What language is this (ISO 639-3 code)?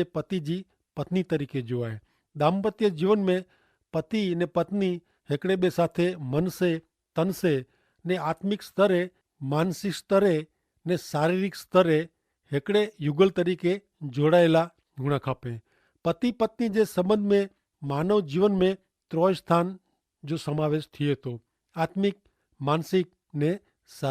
kfr